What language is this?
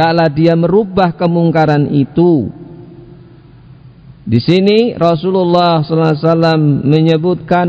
Indonesian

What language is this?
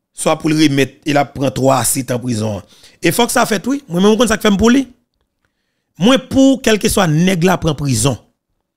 Haitian Creole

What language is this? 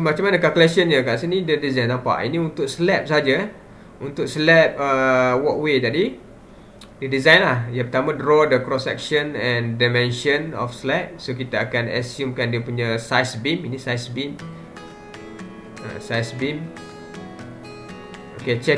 Malay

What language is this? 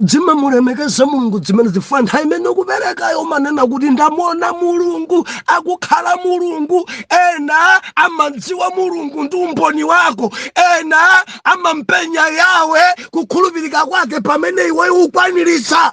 Nyanja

